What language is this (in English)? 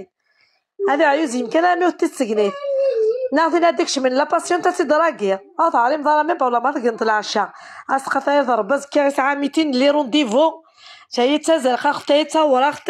Kabyle